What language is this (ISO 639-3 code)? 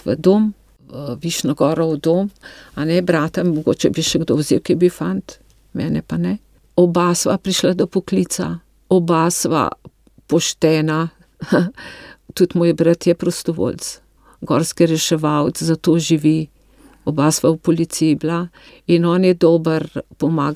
slv